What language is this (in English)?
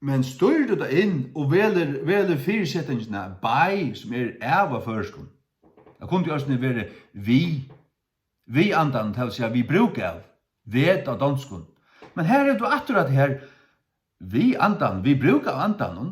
Faroese